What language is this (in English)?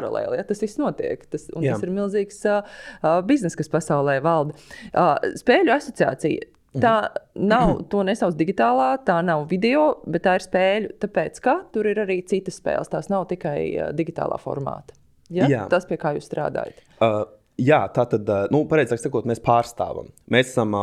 Latvian